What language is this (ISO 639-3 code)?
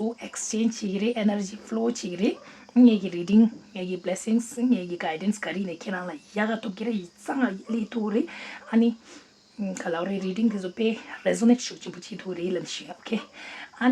bod